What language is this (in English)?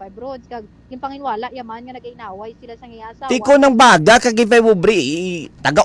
Hiligaynon